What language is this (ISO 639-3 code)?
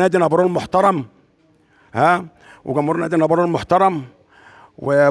arz